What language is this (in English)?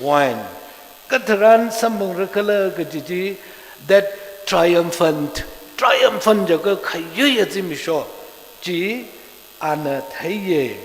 Tangkhul Naga (India)